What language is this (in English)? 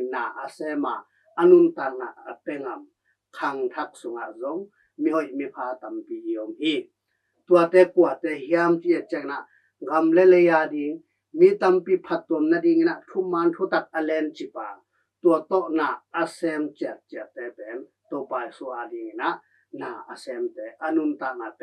Tedim Chin